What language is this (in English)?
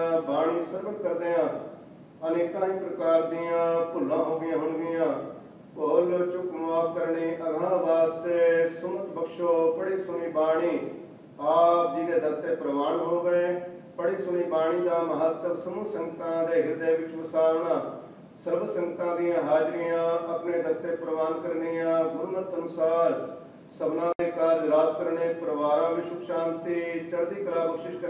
Punjabi